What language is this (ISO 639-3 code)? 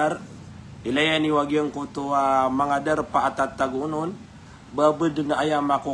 mrw